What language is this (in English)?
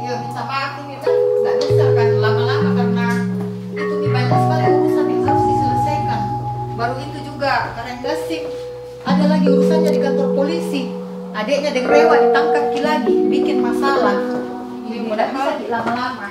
Makassar Malay